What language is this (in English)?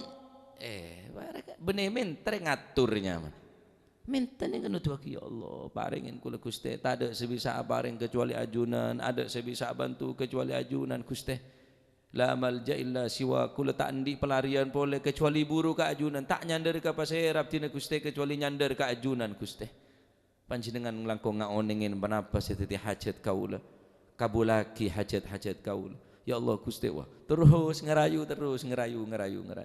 Madurese